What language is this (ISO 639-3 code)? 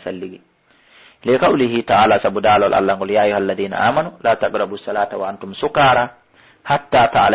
ful